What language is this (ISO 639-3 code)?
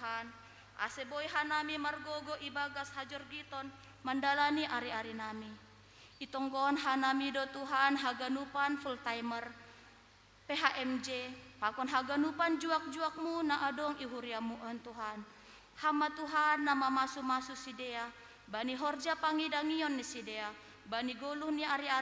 bts